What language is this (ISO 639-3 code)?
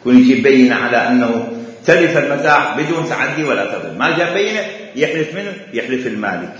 acm